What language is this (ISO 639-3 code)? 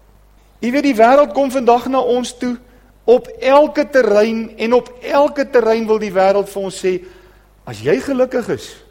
afr